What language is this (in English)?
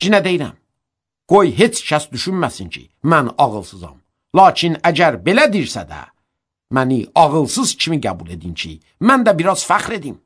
Azerbaijani